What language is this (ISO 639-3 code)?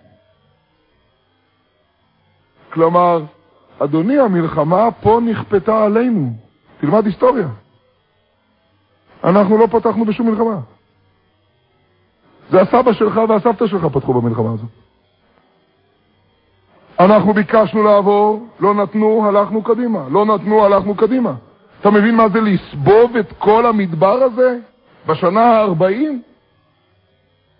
heb